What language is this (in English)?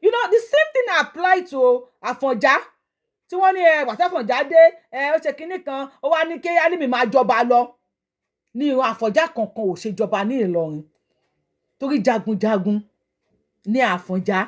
Yoruba